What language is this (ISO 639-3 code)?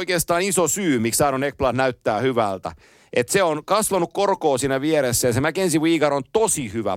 fin